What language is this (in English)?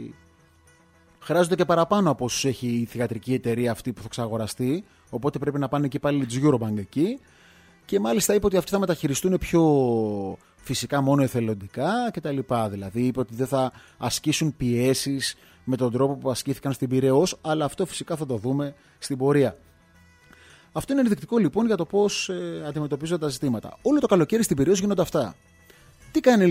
Greek